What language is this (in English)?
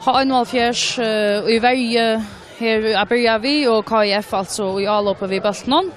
Faroese